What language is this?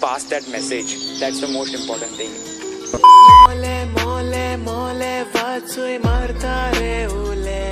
Konkani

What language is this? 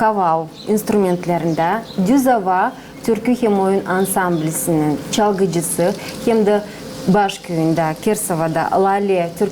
Gagauz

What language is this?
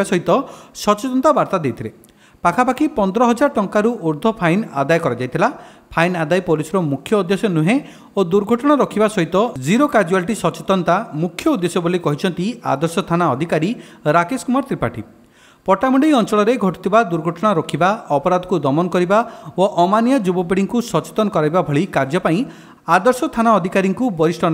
Odia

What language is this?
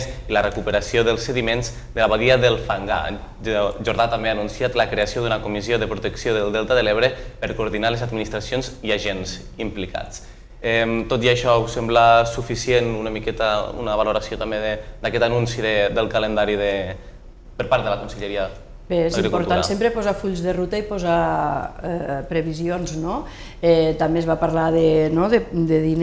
Catalan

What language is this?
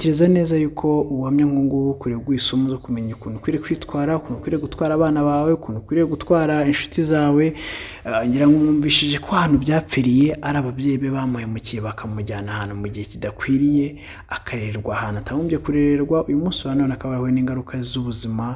Kinyarwanda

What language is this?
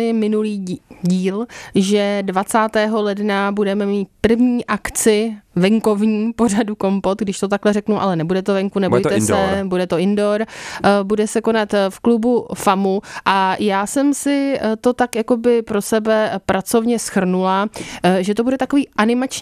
Czech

